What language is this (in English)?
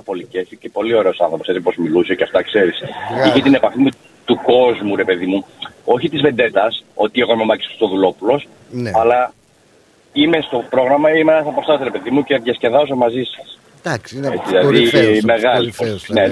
Greek